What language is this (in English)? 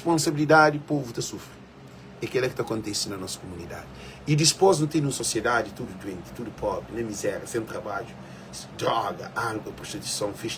Kabuverdianu